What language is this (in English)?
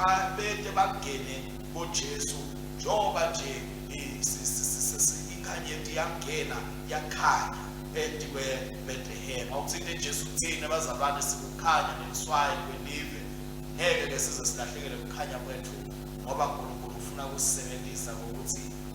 Swati